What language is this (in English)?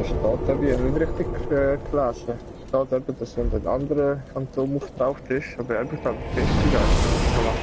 Swiss German